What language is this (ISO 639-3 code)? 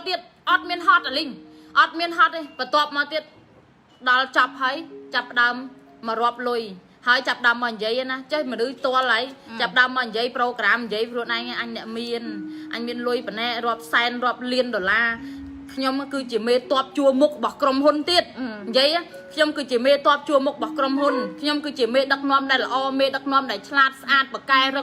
khm